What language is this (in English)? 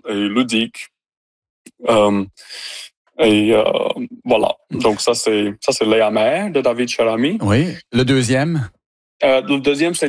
French